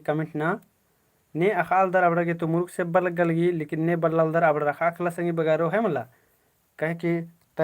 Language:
Kurukh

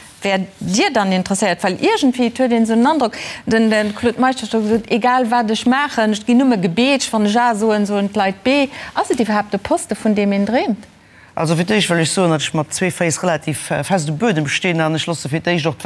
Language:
Luxembourgish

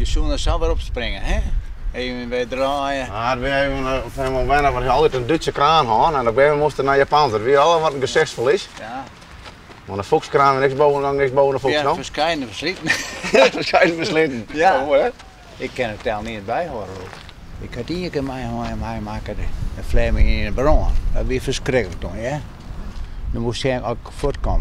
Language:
Western Frisian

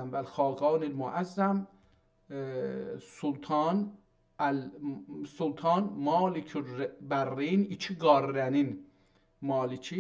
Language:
South Azerbaijani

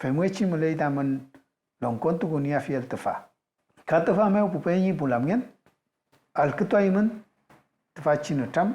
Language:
Mapuche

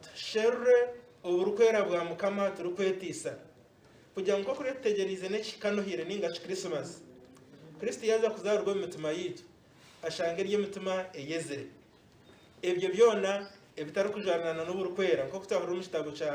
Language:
Nyankole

